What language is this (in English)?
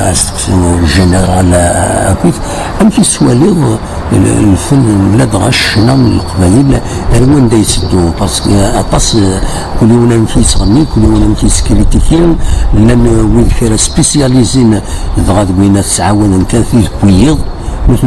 Kabyle